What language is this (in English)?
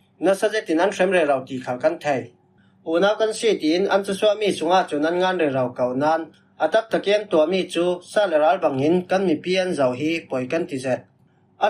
Falam Chin